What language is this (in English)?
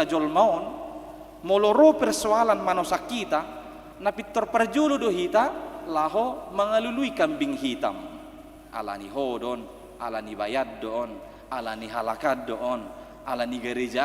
Batak Toba